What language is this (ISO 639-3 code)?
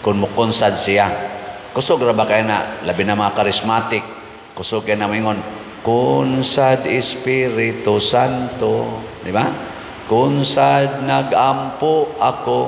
ceb